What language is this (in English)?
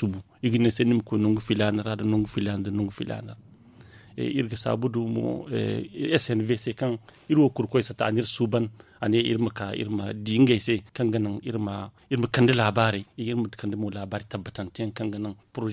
Zarma